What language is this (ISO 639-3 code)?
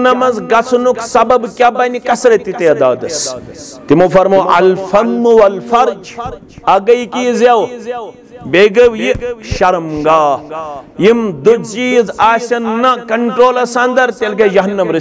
kas